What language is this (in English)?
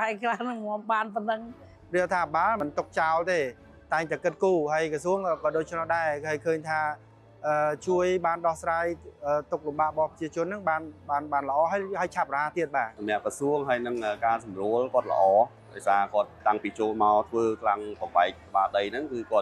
Khmer